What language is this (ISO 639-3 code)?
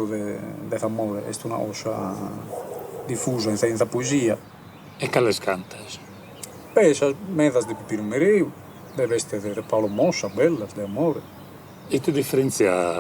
srd